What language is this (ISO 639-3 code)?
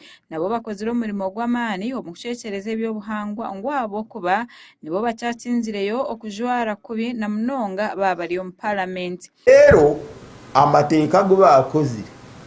nyn